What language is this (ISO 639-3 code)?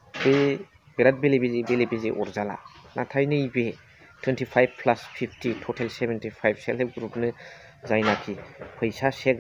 brx